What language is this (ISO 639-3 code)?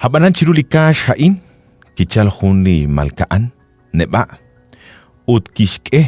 kek